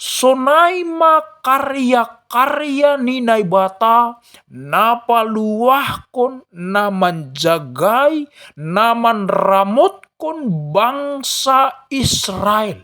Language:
Batak Simalungun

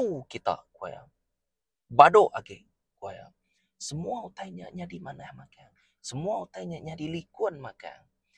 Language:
Iban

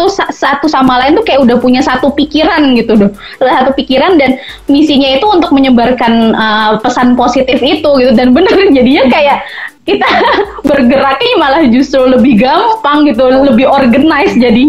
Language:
Indonesian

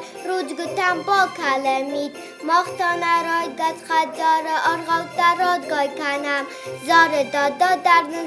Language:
Ossetic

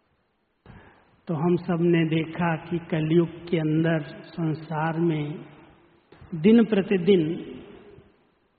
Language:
Hindi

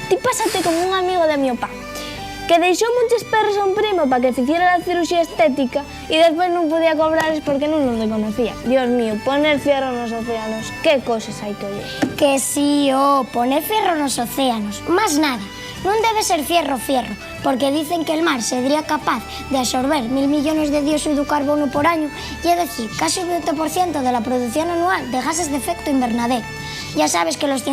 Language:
Asturian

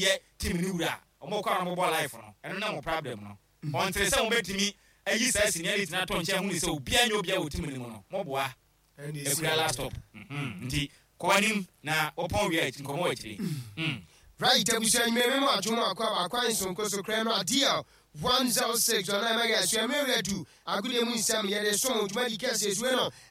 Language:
Akan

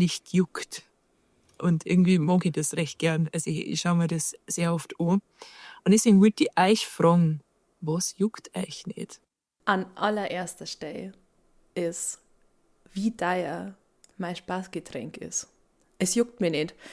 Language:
Bavarian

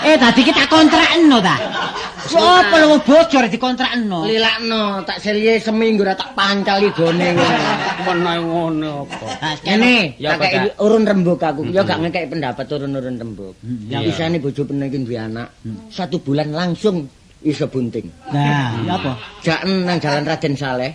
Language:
Javanese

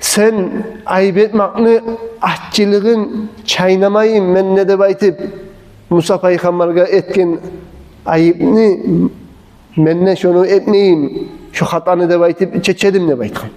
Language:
Kumyk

